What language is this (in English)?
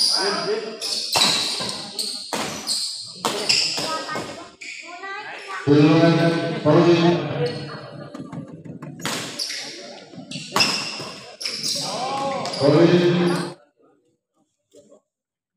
Indonesian